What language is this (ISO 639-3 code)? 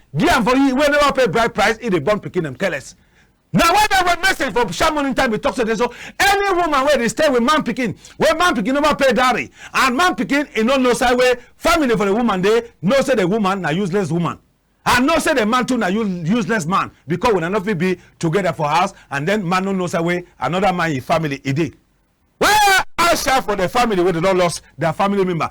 wes